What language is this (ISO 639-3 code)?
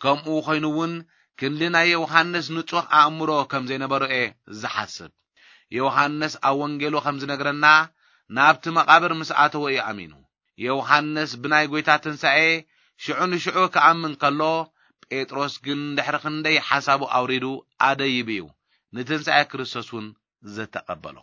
tir